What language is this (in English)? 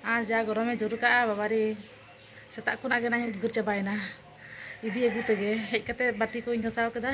Santali